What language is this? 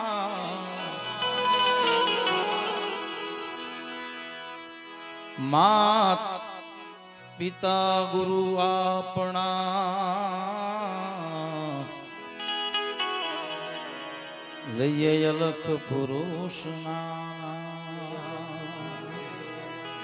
Gujarati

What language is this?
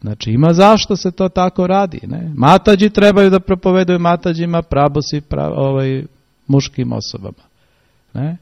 Serbian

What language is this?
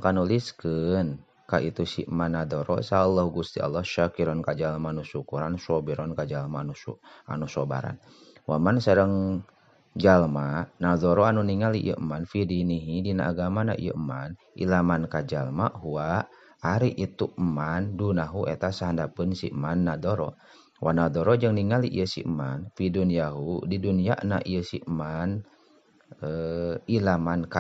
Sundanese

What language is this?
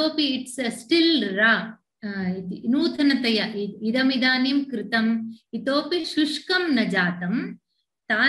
Sanskrit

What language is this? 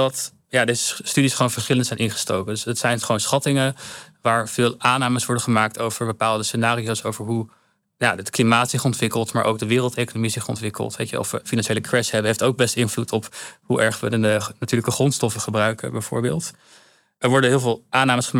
Dutch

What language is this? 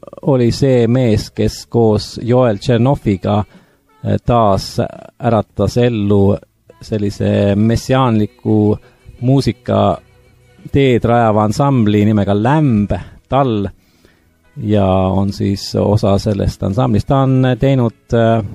Estonian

